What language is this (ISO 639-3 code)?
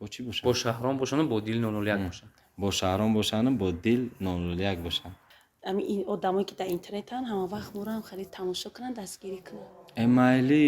tgk